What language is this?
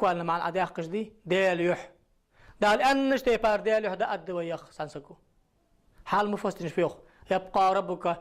Ingush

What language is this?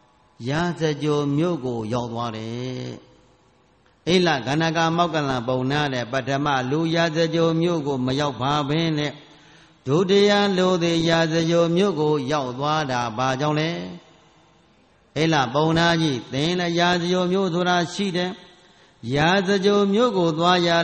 Burmese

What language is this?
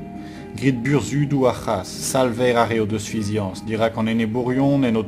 Breton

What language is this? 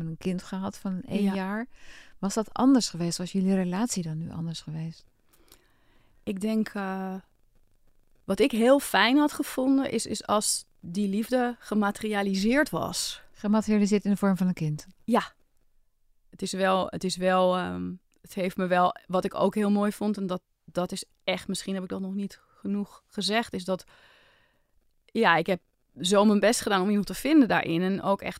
Dutch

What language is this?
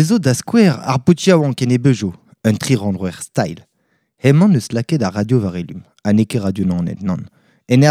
Breton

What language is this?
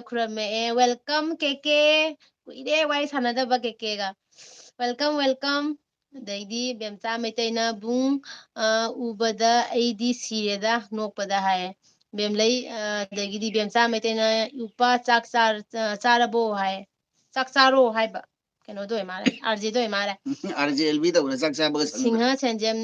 Manipuri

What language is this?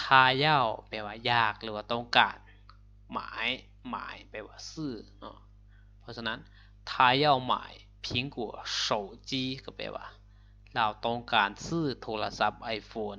Lao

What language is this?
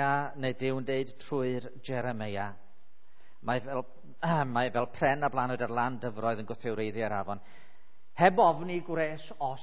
Welsh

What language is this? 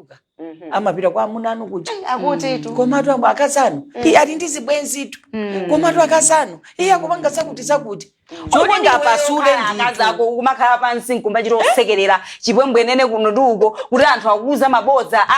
Nyanja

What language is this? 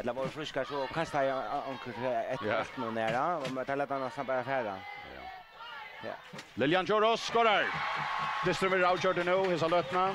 Faroese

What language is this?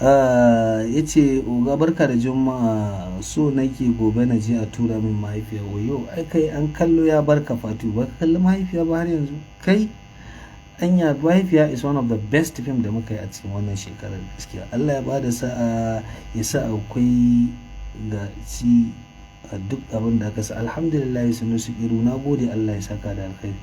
Hausa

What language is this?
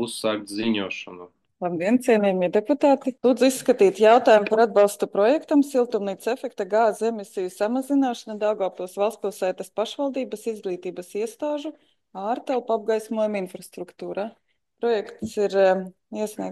Latvian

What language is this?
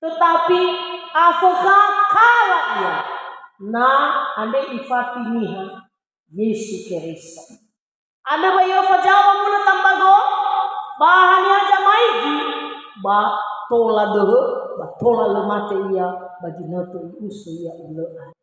Nias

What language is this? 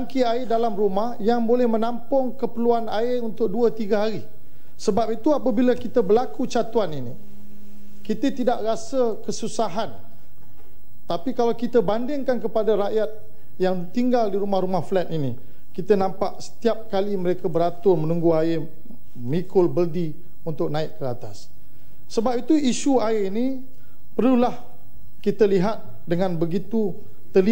Malay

